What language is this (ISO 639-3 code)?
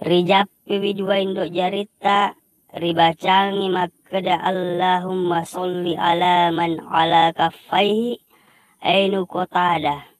bug